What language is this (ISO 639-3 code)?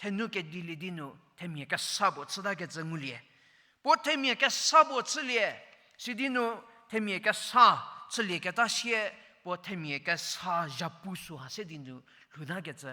njm